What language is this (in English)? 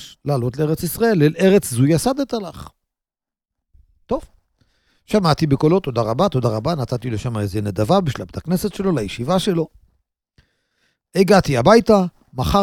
Hebrew